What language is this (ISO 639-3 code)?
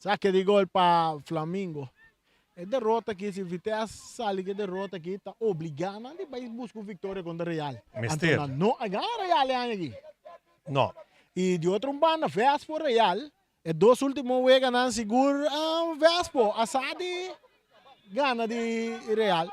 pap